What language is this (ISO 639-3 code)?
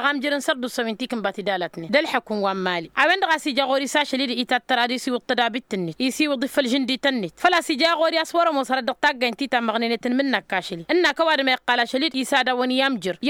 taq